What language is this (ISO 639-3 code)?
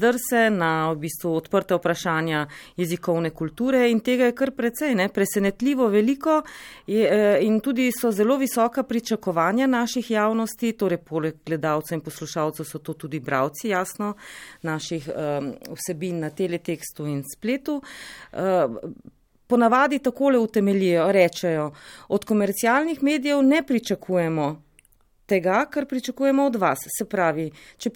slv